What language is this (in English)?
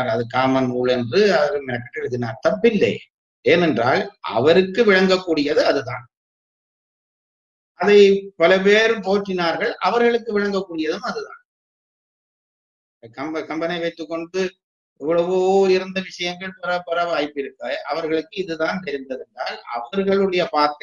Tamil